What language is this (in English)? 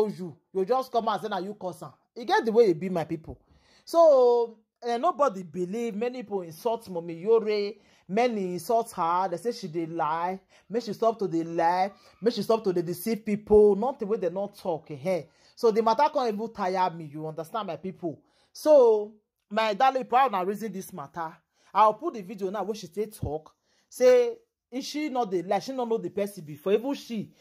Nigerian Pidgin